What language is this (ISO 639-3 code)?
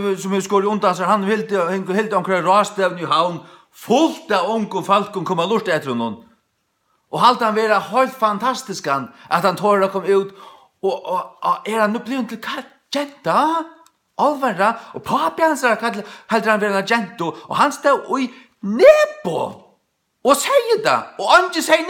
fao